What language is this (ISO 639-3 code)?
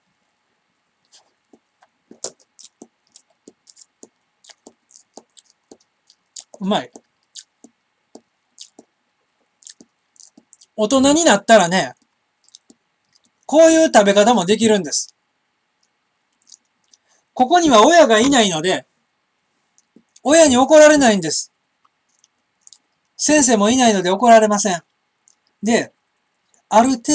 jpn